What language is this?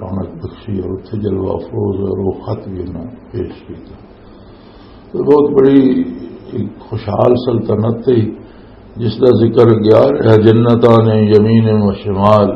Western Panjabi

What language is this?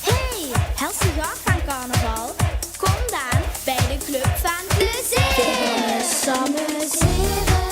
Limburgish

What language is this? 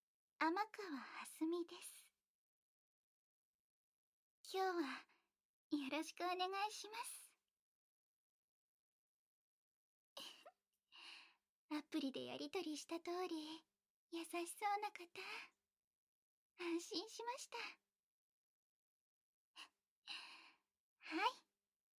Japanese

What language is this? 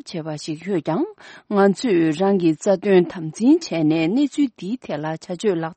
Tibetan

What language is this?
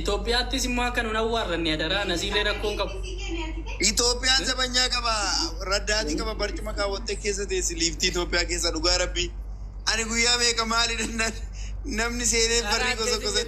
Oromo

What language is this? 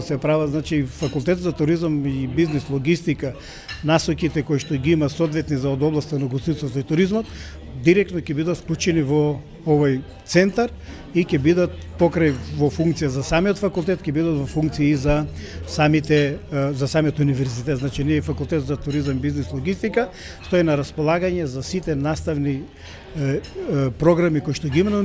Macedonian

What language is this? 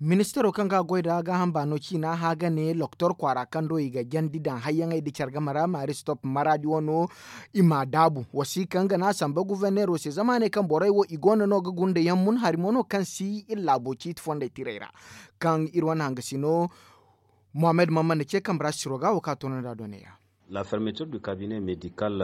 Zarma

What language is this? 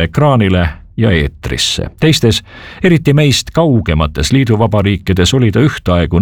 Estonian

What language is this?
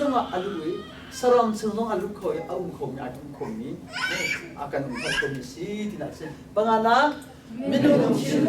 Hakha Chin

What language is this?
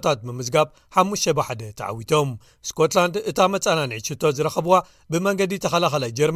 Tigrinya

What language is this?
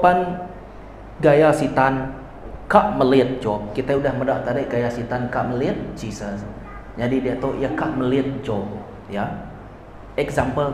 Iban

